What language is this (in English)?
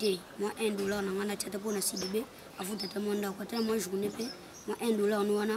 Lingala